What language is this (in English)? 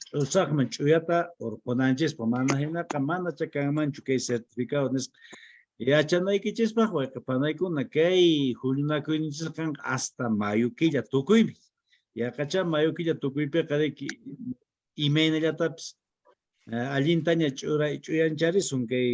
Quechua